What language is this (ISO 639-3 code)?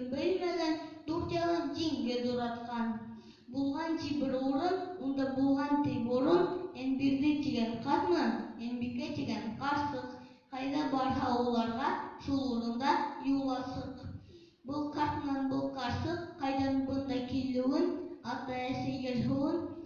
bak